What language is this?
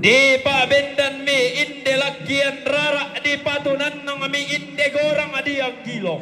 Toraja-Sa'dan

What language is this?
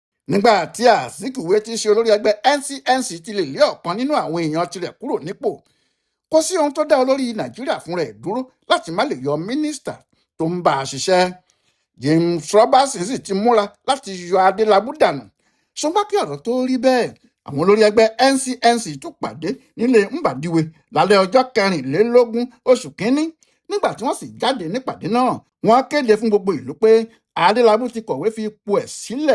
Yoruba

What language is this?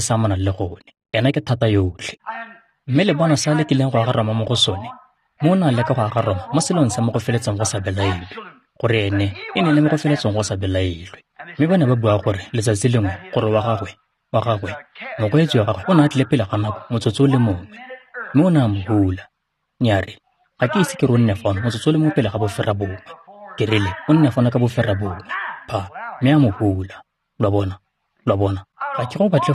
Tswana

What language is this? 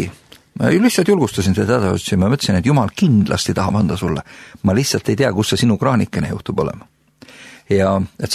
Estonian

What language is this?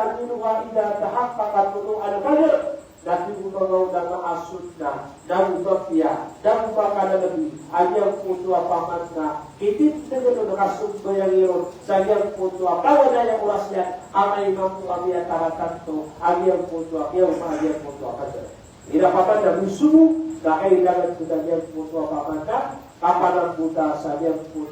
Maranao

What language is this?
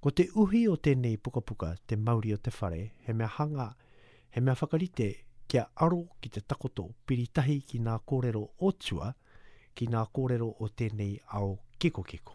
Māori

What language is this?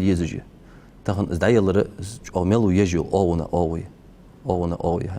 Ingush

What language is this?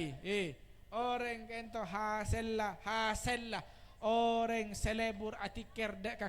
Madurese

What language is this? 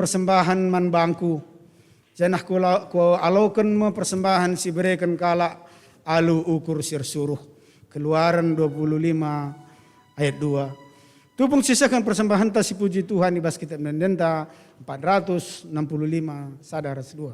Batak Karo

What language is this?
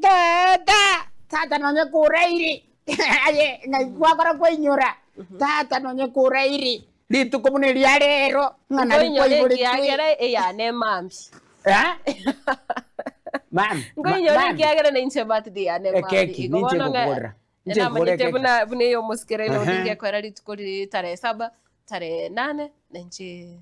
Gusii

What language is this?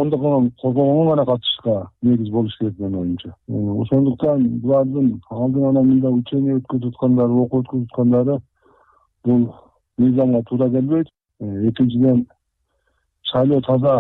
Kyrgyz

